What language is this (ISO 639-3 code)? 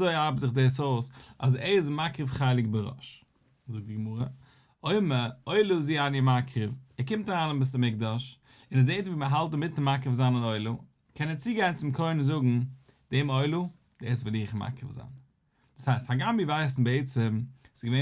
yid